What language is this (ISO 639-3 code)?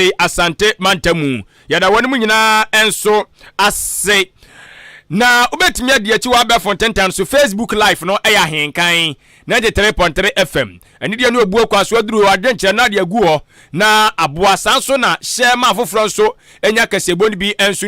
aka